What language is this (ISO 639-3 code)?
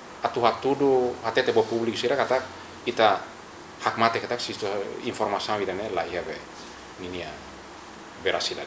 tet